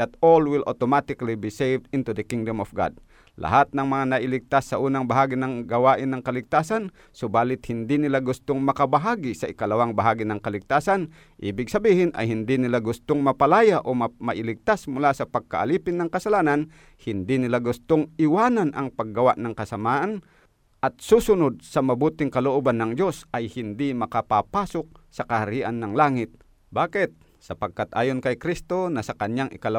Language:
Filipino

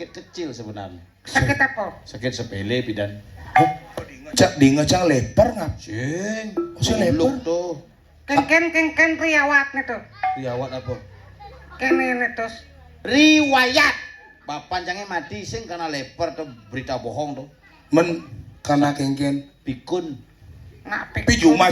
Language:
Balinese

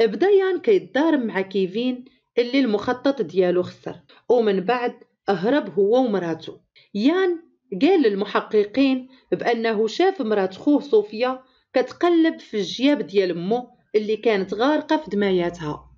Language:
Moroccan Arabic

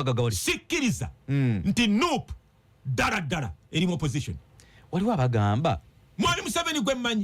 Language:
Ganda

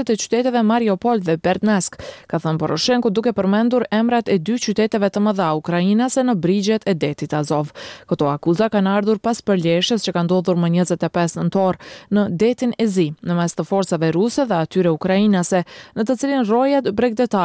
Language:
Albanian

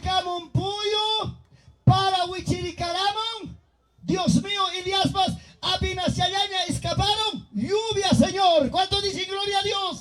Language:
Ayacucho Quechua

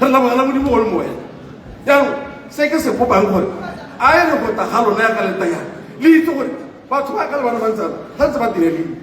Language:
Tswana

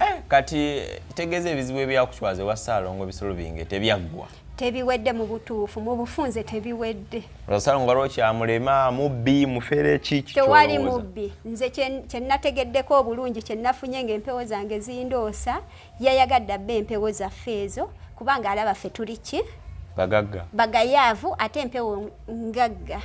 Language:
Ganda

